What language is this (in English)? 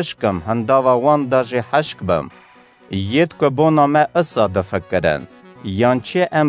Kurdish